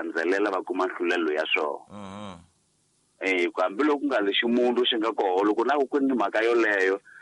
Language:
Tsonga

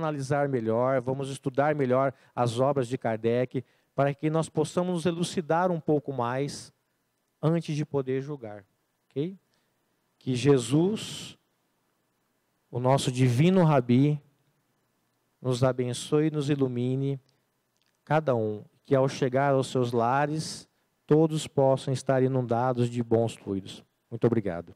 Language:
Portuguese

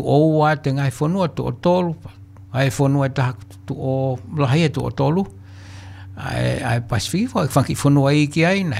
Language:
Tongan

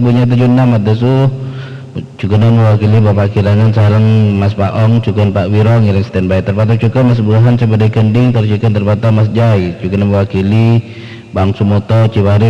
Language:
Madurese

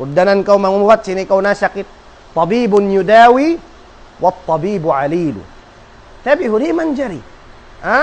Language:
Tausug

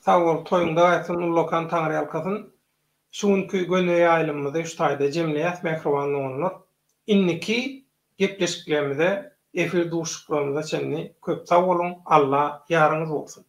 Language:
Turkmen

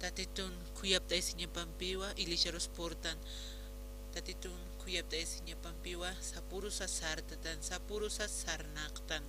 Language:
Aymara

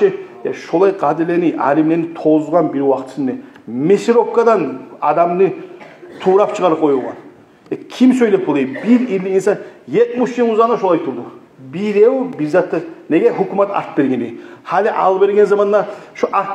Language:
Kumyk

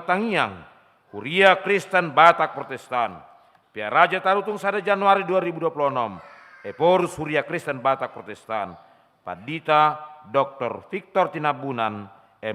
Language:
Batak Toba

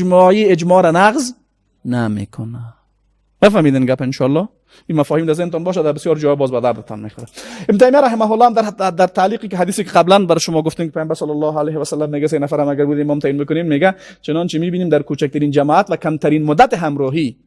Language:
Persian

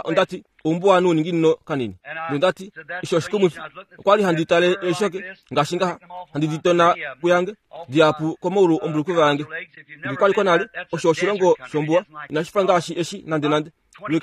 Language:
Kuanyama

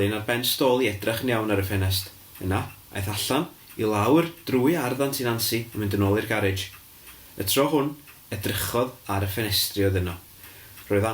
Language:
Welsh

